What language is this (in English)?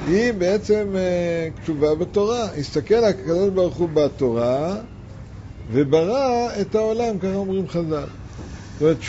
Hebrew